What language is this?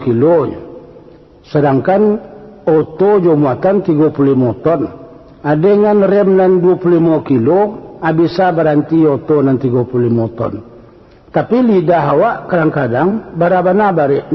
Minangkabau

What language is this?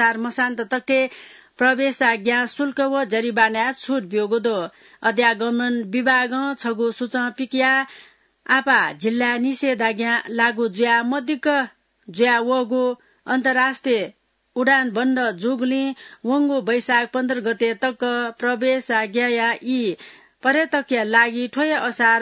Newari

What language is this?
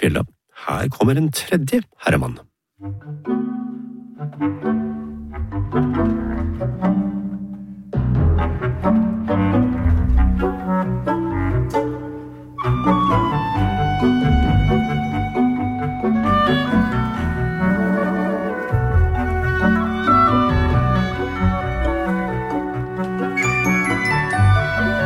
Norwegian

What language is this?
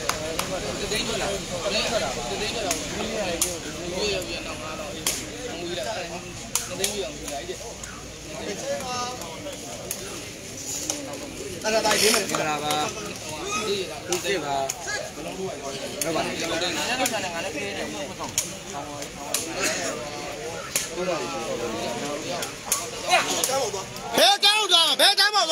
Burmese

